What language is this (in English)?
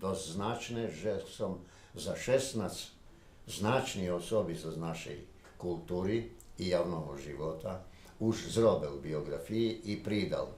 Rusyn